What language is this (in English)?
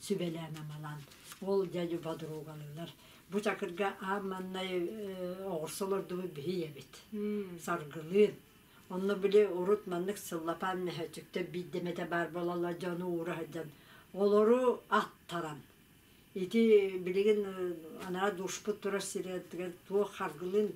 Yakut